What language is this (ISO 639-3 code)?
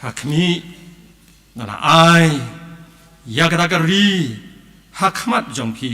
kha